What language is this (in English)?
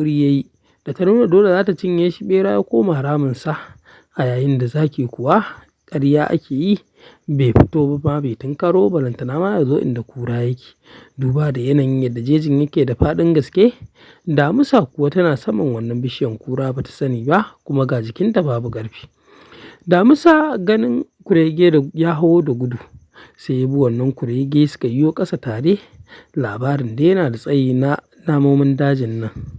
Hausa